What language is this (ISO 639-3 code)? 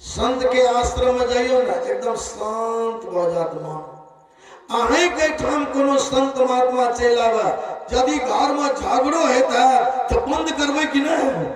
mai